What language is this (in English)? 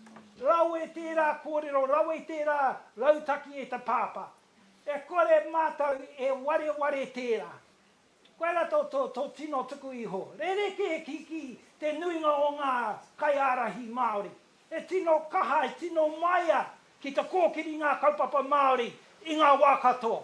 Māori